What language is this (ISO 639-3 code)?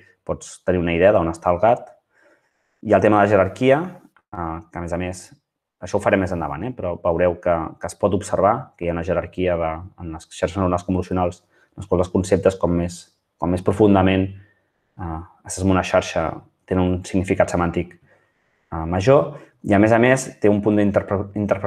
cat